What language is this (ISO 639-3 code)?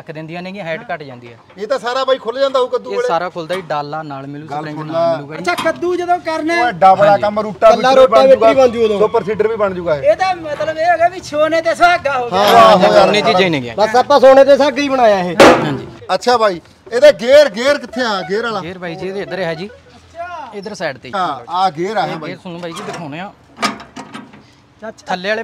pan